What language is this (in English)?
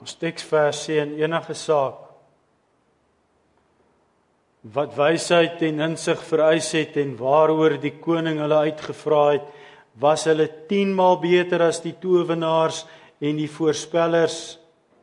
Afrikaans